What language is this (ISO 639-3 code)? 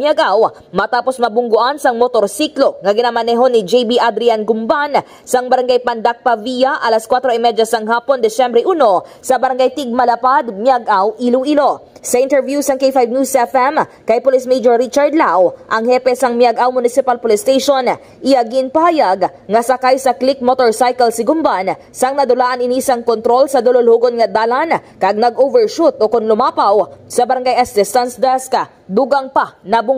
hil